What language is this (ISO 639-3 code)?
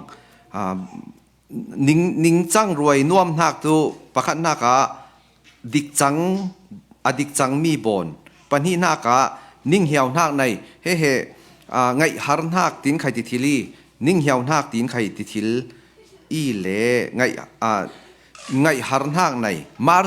cfm